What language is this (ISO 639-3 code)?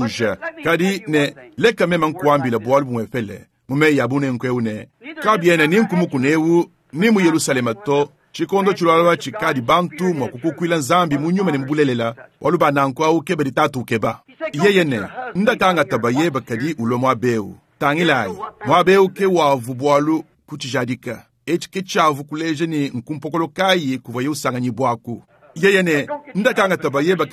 lua